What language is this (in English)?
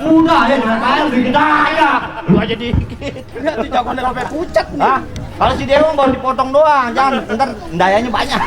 Betawi